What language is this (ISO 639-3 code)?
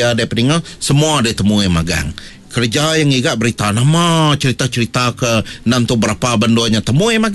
iba